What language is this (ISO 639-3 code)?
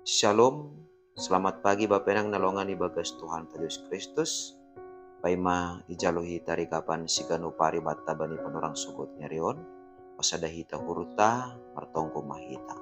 bts